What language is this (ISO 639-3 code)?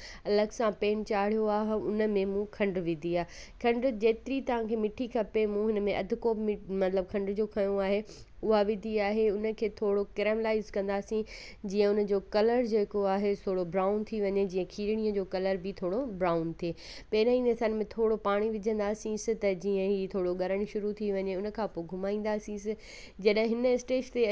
snd